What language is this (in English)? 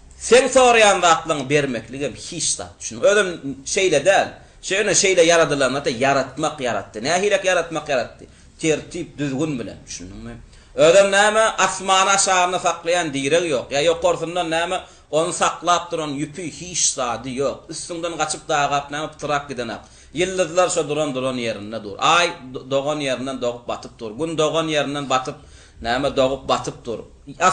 Turkmen